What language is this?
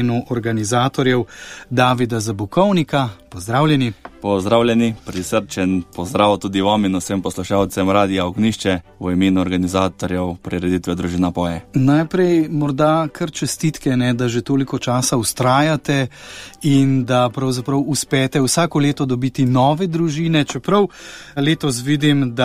Slovenian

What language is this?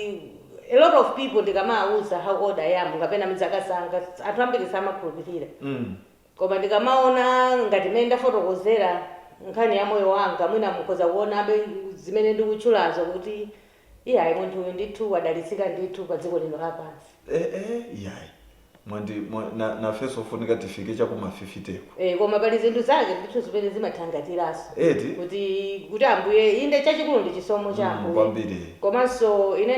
Nyanja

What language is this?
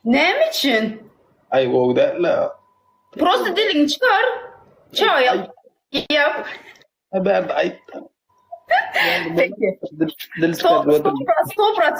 Turkmen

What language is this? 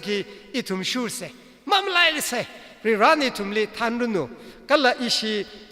Tangkhul Naga (India)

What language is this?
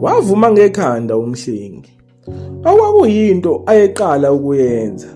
Zulu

